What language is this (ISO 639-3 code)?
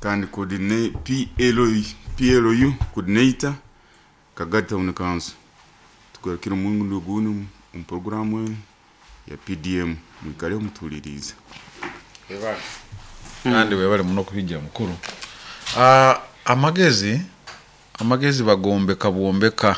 nyo